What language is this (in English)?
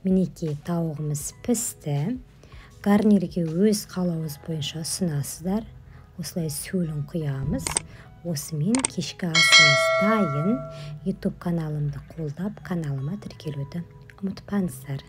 Kazakh